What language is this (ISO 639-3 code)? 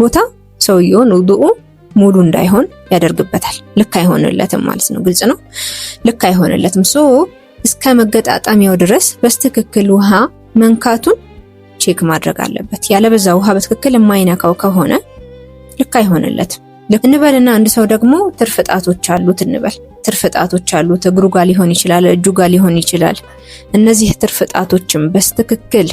amh